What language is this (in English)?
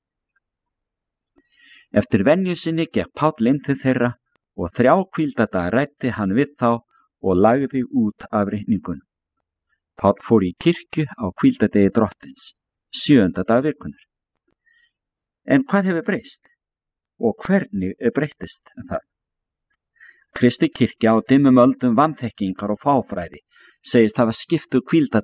Icelandic